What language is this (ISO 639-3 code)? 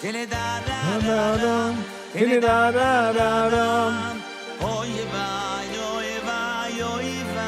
yid